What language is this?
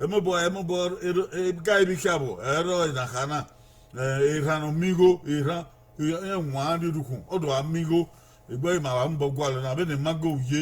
Bini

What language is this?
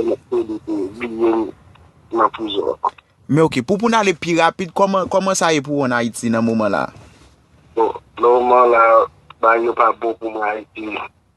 Haitian Creole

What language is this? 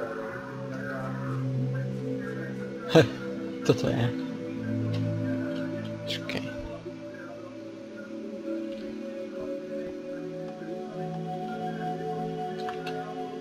Czech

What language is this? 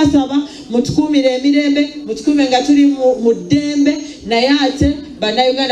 Ganda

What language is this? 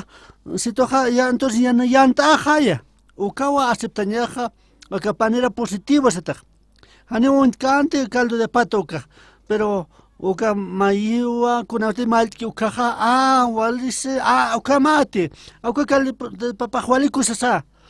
Aymara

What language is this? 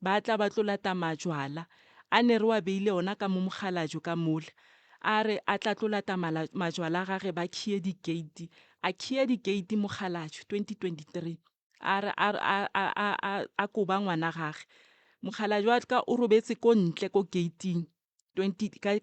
Northern Sotho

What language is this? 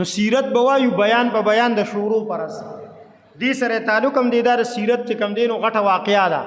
Pashto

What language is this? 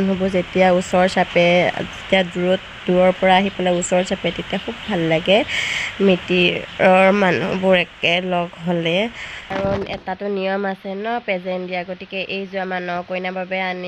Assamese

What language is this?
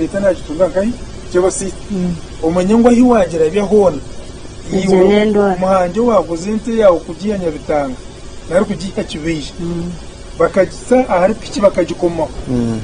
Nyankole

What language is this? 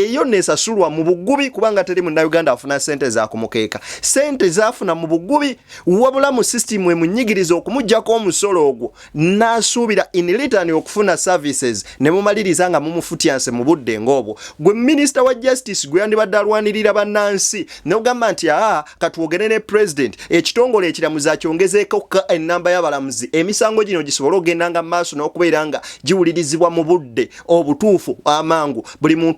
Ganda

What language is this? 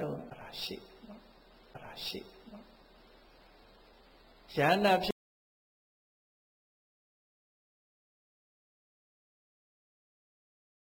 Burmese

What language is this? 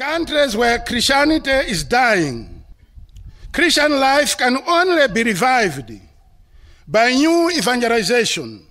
English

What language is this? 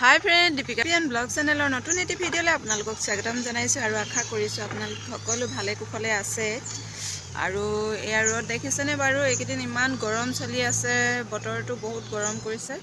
Assamese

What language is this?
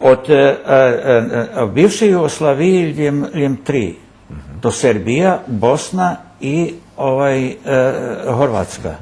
Rusyn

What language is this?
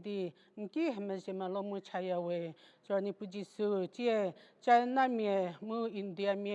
Angami Naga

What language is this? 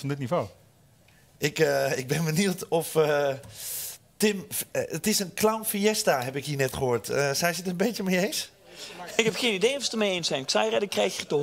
Dutch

